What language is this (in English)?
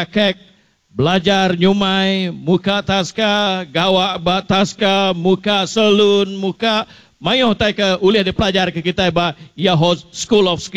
Iban